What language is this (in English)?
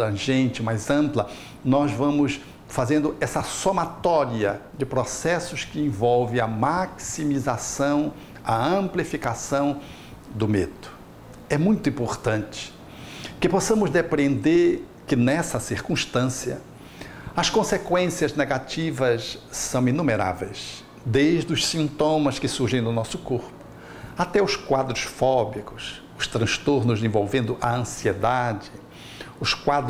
Portuguese